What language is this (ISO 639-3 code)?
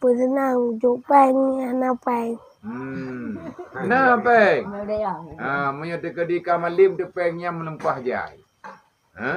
ace